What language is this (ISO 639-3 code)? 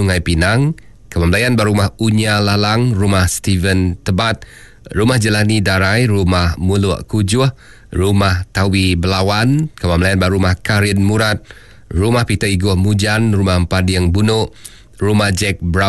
iba